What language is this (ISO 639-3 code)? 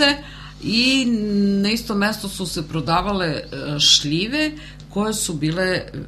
srp